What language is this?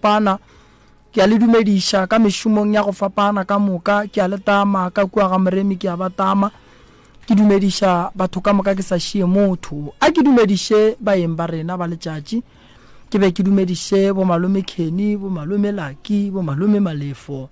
Northern Sotho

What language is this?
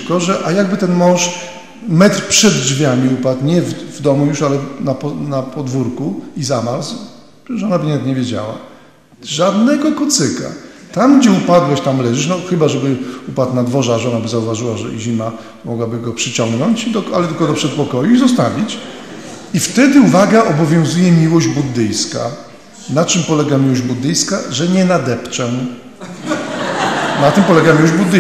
Polish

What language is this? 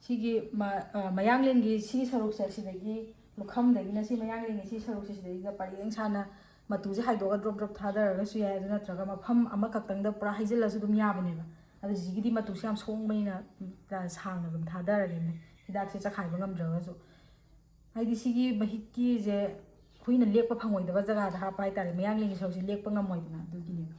Manipuri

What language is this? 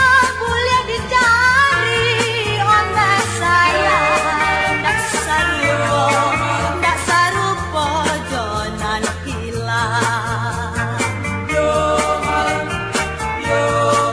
Minangkabau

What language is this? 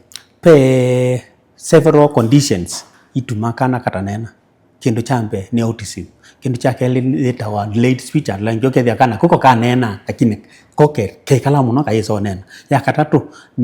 Kamba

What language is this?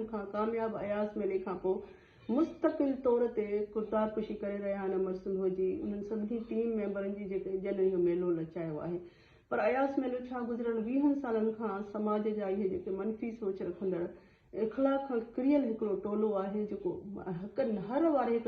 Sindhi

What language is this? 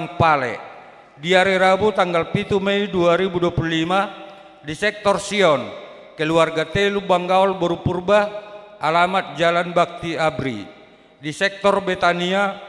Batak Toba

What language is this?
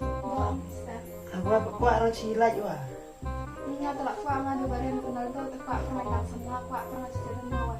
Khasi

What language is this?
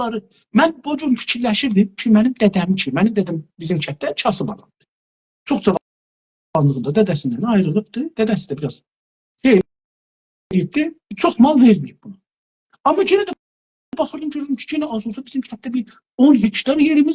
South Azerbaijani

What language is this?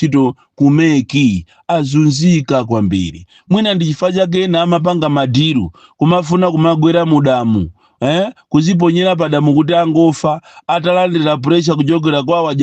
Nyanja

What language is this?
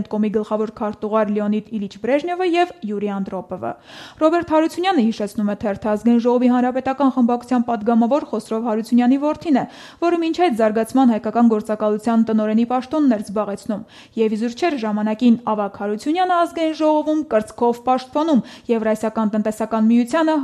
Armenian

